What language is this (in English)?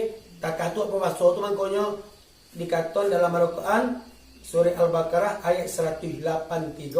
Minangkabau